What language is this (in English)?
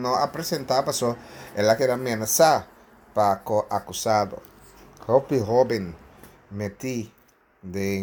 Papiamento